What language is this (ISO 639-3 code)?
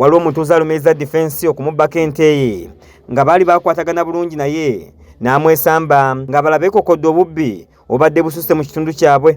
lug